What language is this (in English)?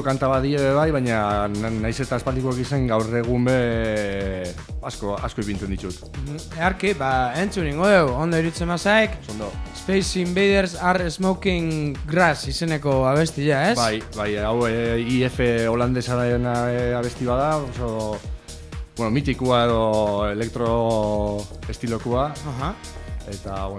Basque